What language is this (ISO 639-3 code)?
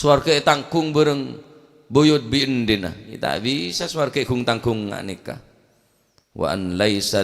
mad